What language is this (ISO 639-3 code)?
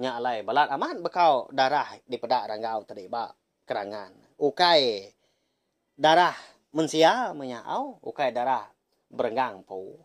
iba